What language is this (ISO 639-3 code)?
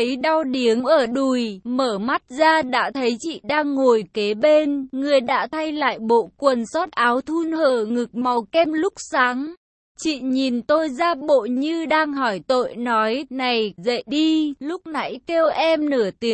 vie